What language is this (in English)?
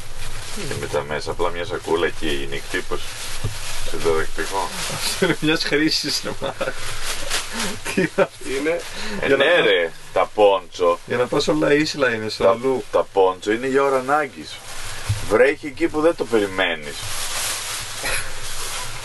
Greek